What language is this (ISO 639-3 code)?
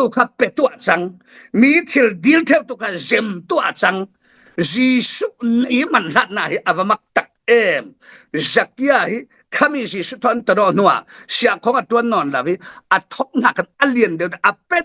cfm